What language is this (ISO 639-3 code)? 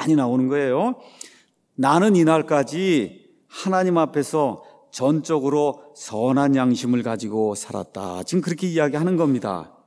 kor